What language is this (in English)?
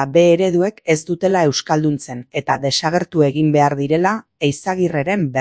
Basque